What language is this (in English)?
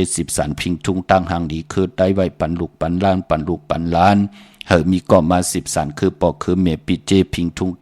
Shan